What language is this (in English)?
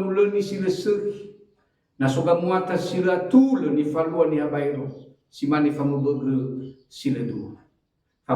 Nias